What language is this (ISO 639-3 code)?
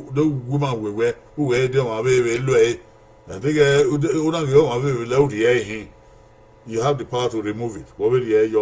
bin